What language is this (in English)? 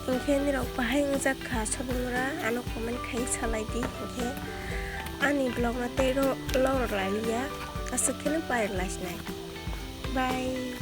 Kok Borok